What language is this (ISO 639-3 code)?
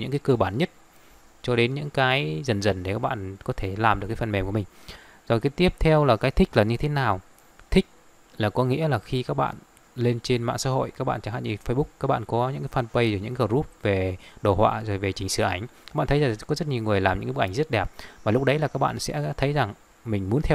vie